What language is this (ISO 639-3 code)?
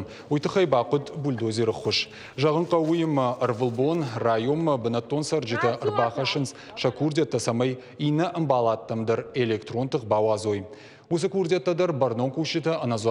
oss